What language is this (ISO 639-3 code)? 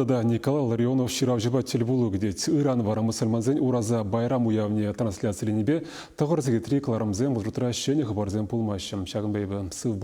chv